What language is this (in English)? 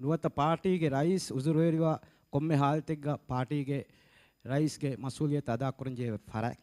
Divehi